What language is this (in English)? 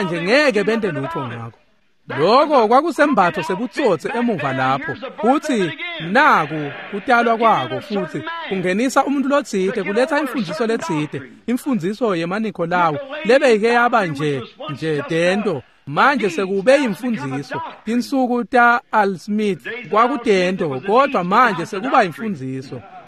Swati